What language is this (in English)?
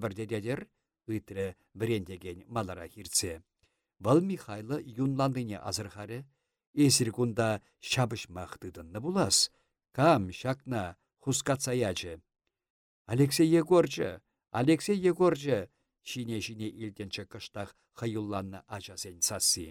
Chuvash